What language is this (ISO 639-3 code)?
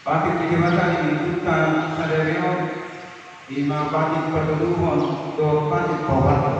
bbc